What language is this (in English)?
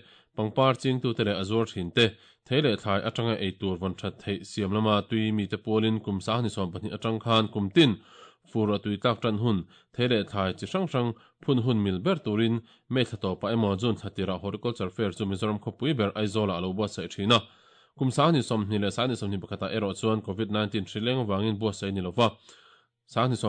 Mizo